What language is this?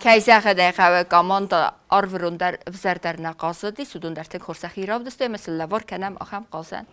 Ossetic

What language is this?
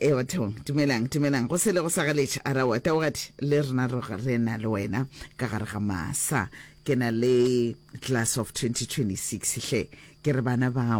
Northern Sotho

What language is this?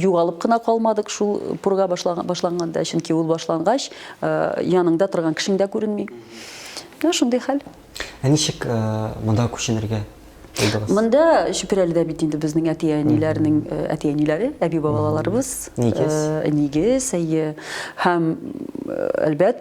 Tatar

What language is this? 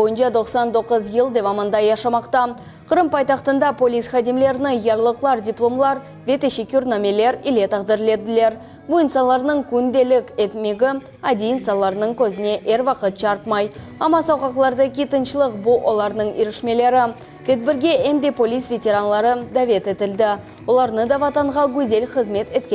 Crimean Tatar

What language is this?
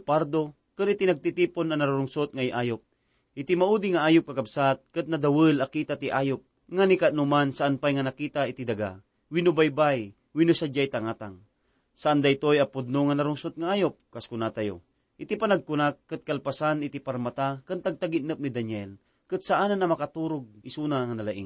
Iloko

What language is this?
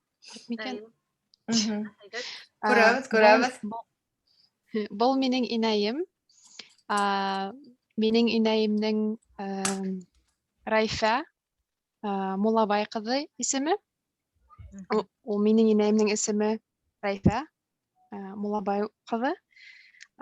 Bashkir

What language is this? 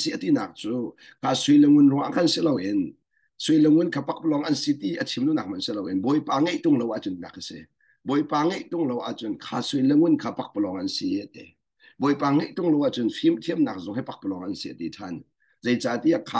Hakha Chin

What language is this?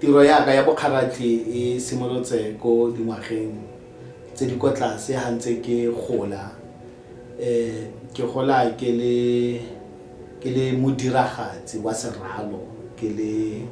Tswana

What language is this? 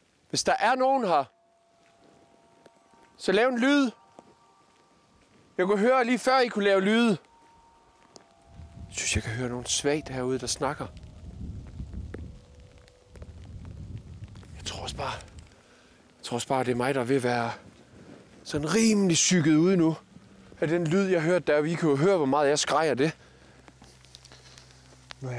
Danish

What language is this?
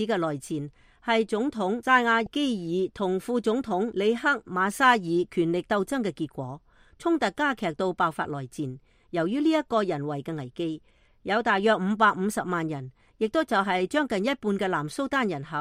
Cantonese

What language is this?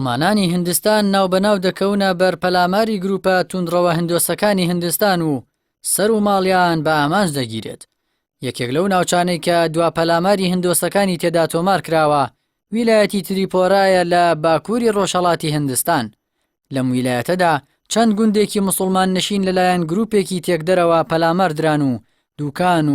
Central Kurdish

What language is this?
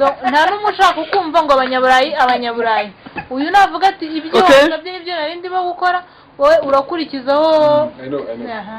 Kinyarwanda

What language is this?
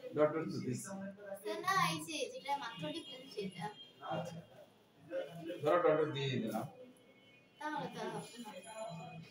Bangla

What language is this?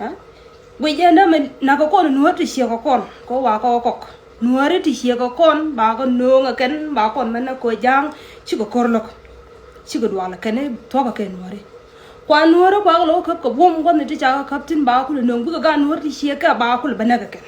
Nuer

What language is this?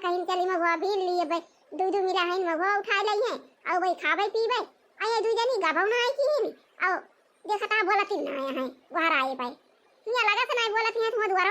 Awadhi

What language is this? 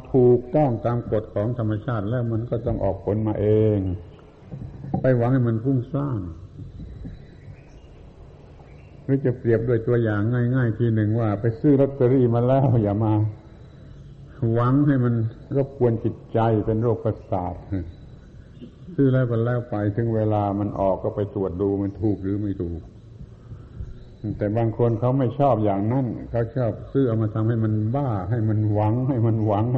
Thai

